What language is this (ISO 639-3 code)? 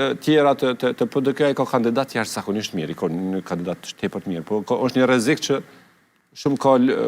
sqi